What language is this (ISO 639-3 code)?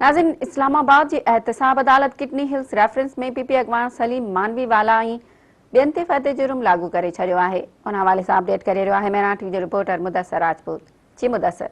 snd